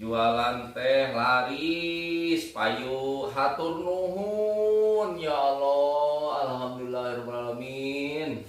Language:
Sundanese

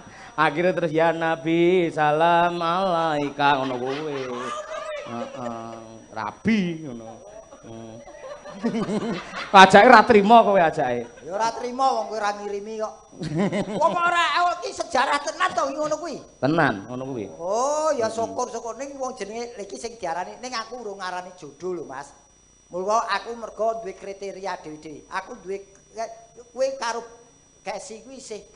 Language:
Javanese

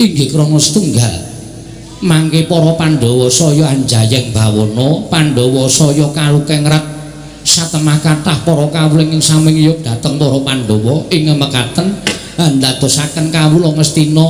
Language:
Javanese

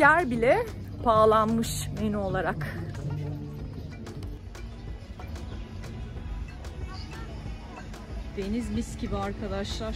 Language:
Turkish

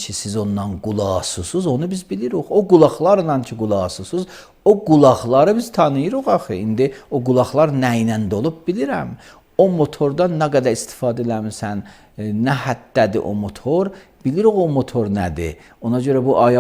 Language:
Azerbaijani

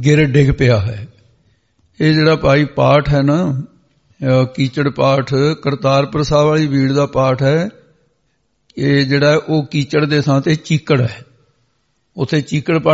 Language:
Punjabi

